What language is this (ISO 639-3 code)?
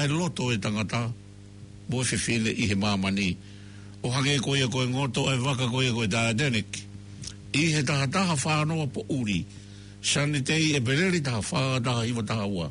ton